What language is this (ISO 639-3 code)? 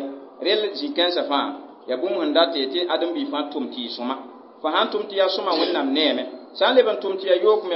mos